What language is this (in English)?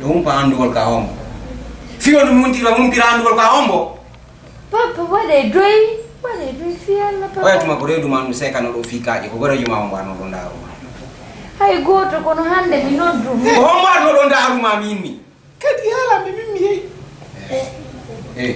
Fula